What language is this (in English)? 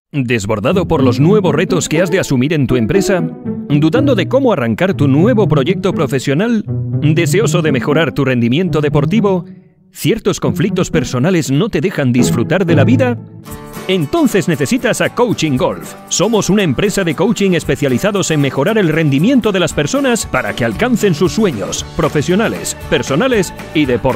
Spanish